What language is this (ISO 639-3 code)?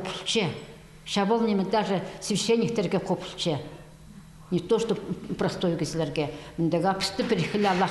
kjh